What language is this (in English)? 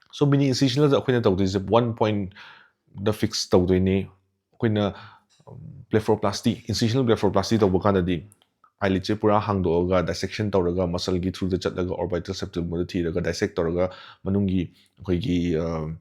Manipuri